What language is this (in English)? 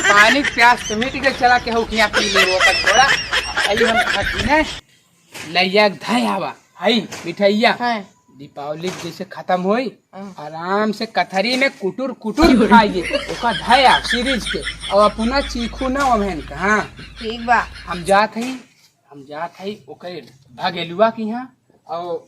Awadhi